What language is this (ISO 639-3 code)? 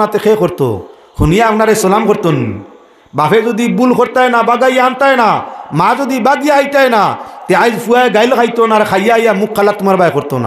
syl